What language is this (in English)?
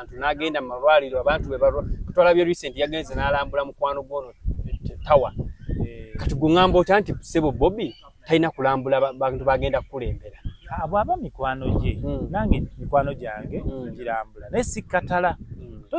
Ganda